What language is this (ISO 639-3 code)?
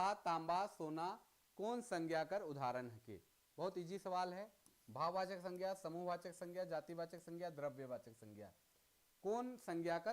sck